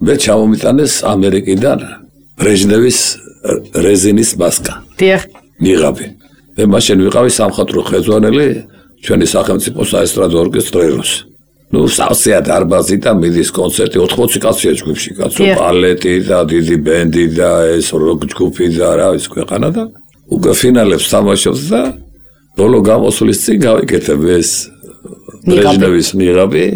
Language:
Georgian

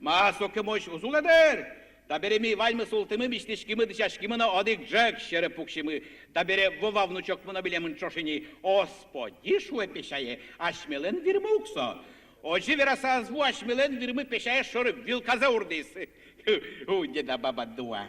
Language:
Udmurt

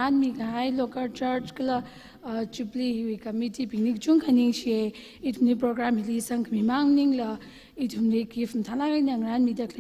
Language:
Tangkhul Naga (India)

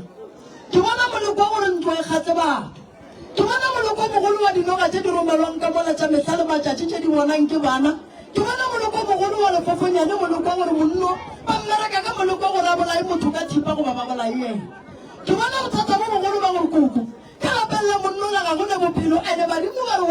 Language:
Northern Sotho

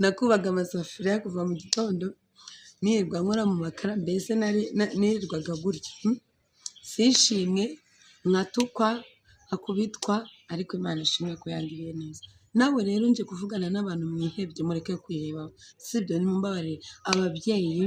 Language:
Kinyarwanda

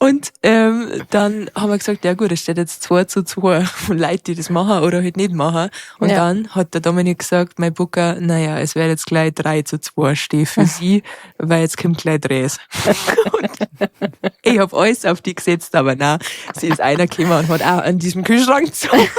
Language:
Bavarian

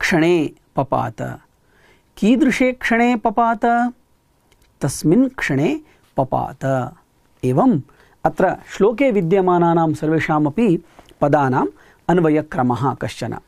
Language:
Sanskrit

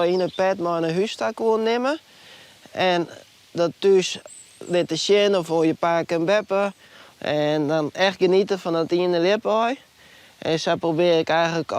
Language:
Western Frisian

